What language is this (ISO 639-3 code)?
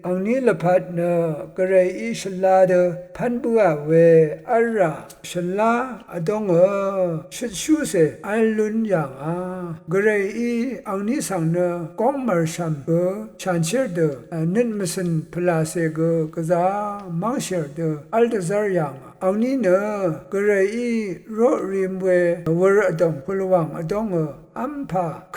raw